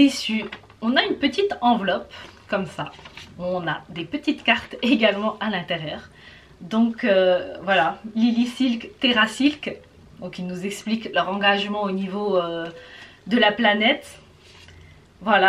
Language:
French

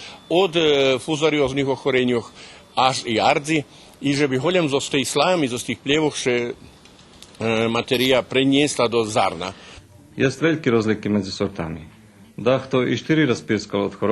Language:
Rusyn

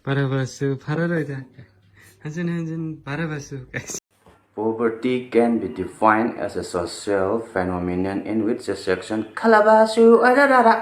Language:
Manipuri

